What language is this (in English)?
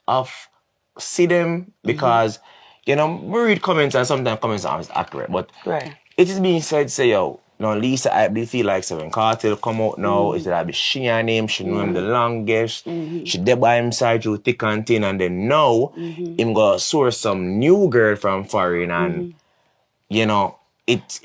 Jamaican Creole English